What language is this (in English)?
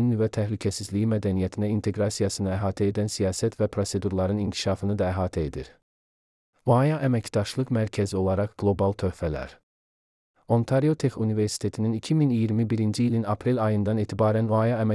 Azerbaijani